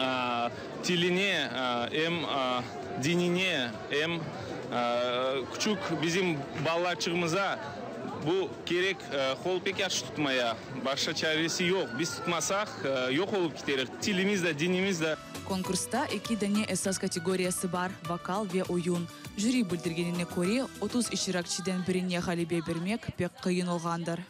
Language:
Crimean Tatar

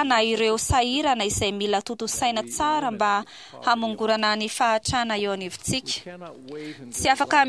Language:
Malagasy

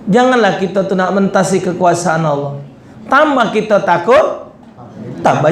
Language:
Musi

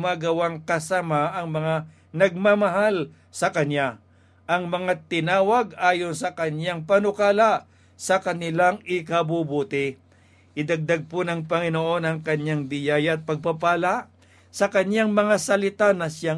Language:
Filipino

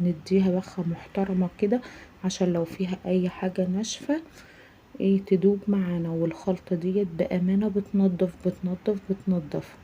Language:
Egyptian Arabic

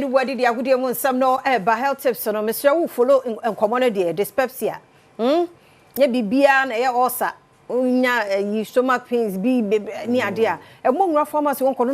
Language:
Akan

